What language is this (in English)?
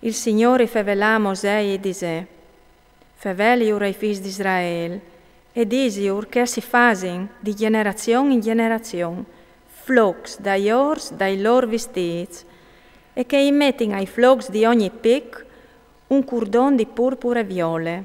Friulian